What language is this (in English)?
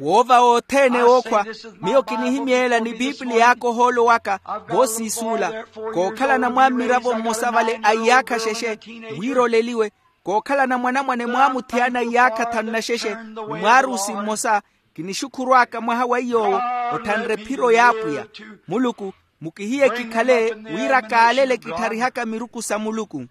Makhuwa